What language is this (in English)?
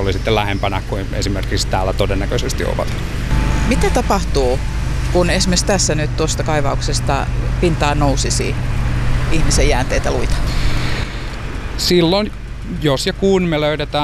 Finnish